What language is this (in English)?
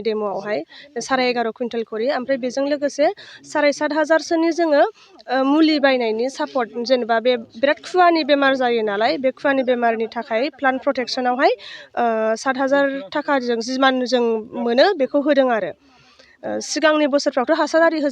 Bodo